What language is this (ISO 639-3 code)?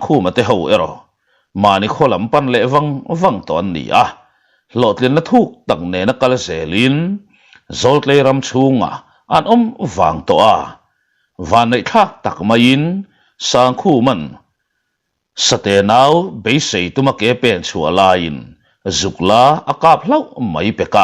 lus